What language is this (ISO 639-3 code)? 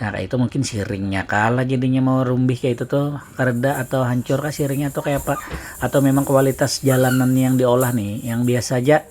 bjn